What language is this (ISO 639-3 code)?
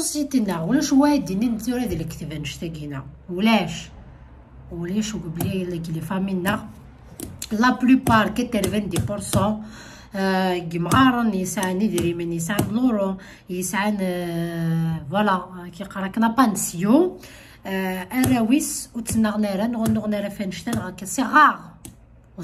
kab